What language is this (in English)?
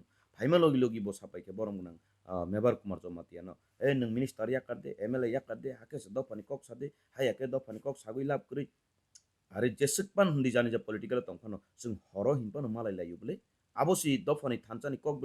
Kok Borok